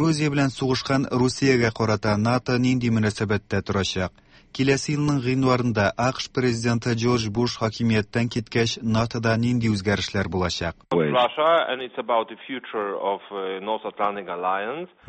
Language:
Tatar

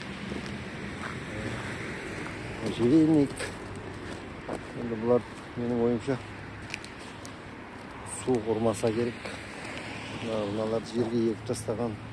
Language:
Kazakh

